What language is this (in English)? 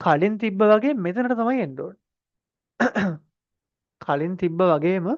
Sinhala